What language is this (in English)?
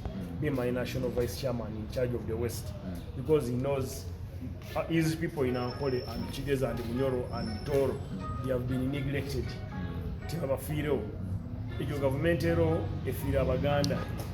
Nyankole